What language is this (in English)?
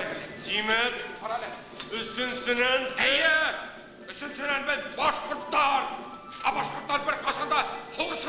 Bashkir